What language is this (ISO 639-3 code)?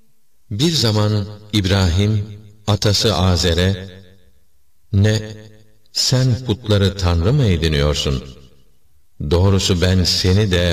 tur